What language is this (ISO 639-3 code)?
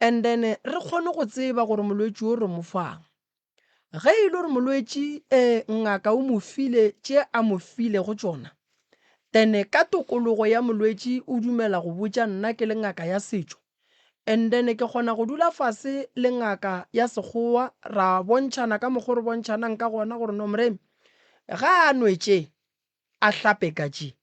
nso